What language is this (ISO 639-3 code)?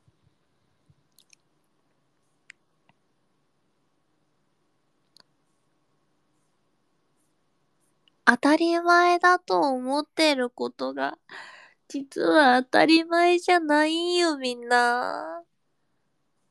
jpn